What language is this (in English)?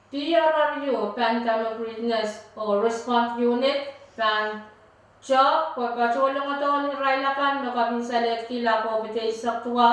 Pohnpeian